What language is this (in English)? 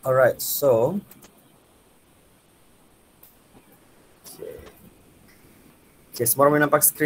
Malay